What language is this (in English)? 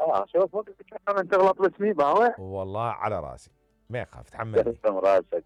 Mesopotamian Arabic